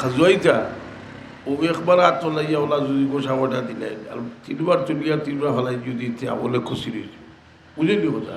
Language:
Sylheti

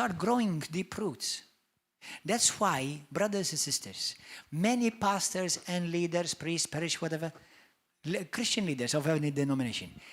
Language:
English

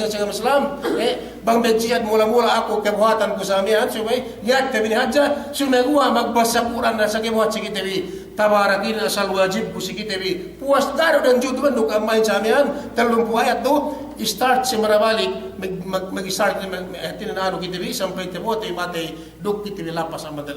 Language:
Yakan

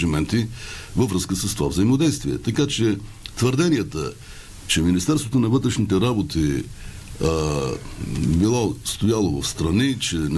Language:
Bulgarian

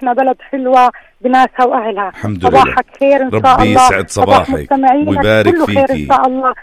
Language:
North Levantine Arabic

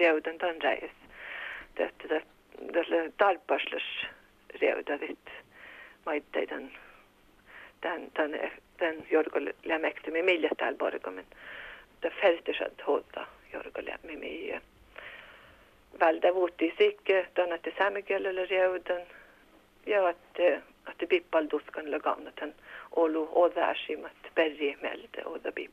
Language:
Finnish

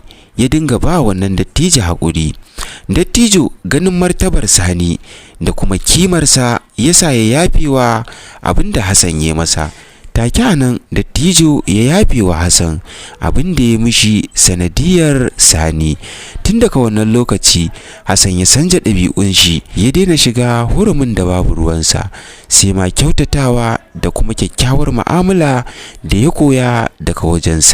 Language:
Hausa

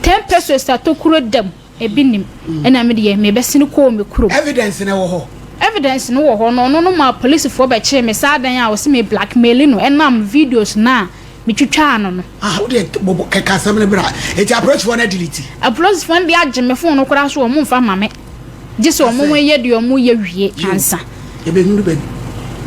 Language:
Akan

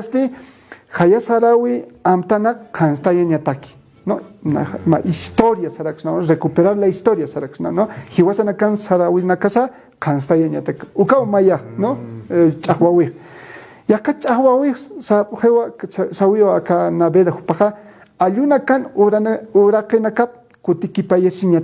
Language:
Aymara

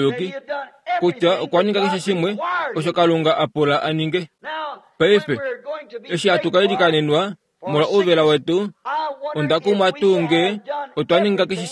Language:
Kuanyama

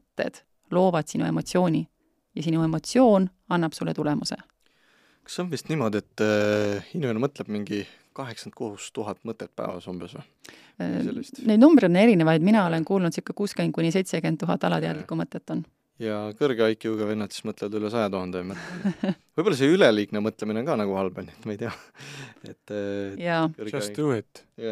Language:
Estonian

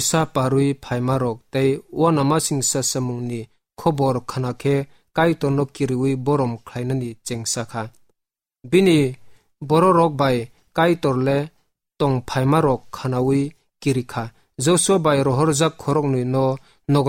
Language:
Kok Borok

